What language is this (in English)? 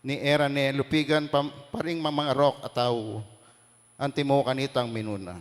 Pampanga